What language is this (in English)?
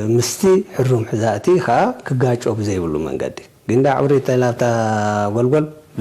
Tigrinya